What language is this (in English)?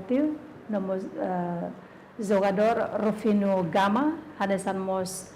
Tetum